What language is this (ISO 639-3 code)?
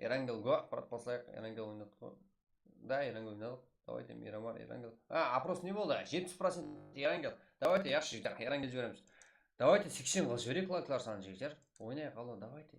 kaa